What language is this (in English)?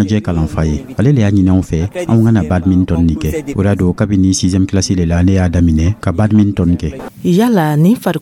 Dyula